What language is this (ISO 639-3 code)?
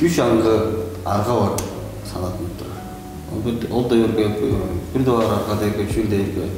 tyv